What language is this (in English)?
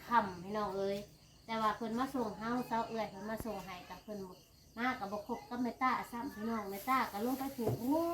Northeastern Thai